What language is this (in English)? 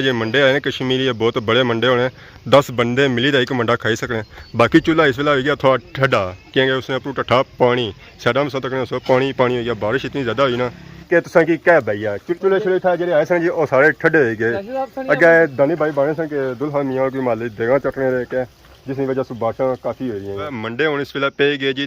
Pahari-Potwari